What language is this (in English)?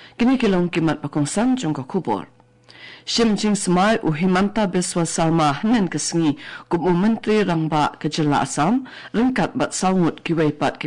Khasi